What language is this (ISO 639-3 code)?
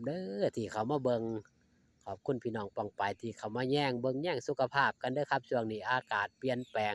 tts